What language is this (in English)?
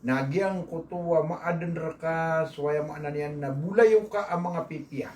Maranao